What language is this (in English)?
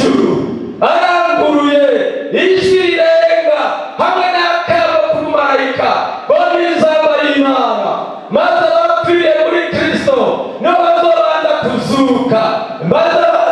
Rundi